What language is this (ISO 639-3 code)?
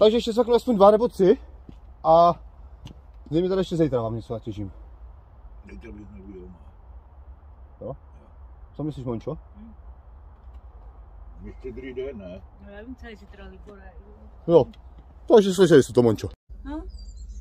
ces